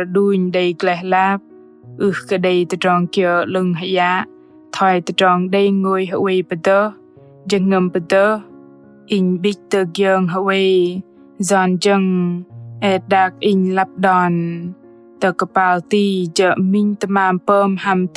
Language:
Bahnar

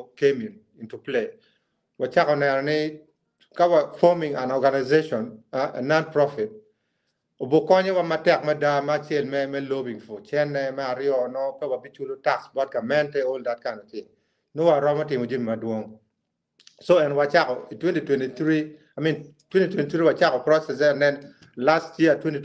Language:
Acoli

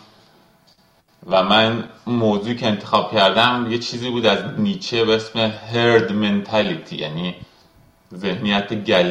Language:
Persian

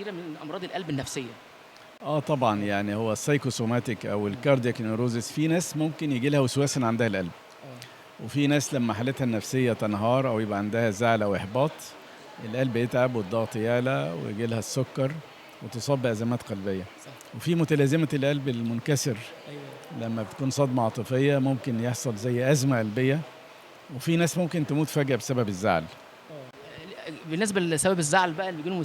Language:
Egyptian Arabic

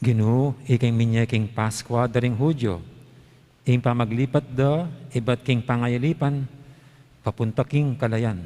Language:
Pampanga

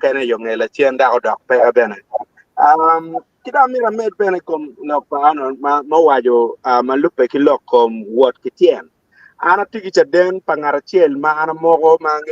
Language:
Acoli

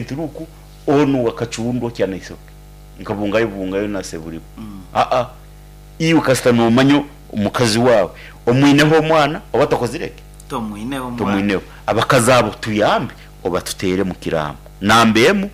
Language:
Nyankole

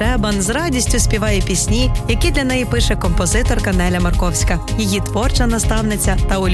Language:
Ukrainian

